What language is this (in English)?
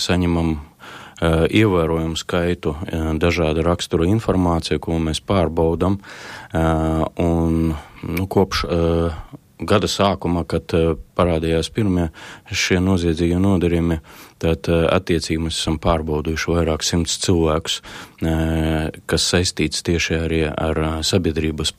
Latvian